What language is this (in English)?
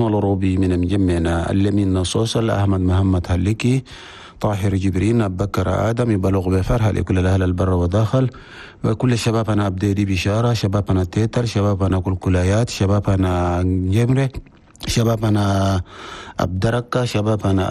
Chadian Arabic